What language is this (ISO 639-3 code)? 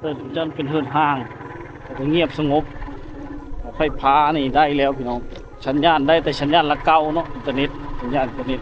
lao